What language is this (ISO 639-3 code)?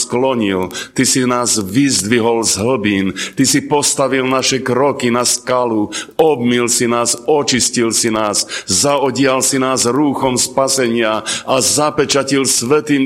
slk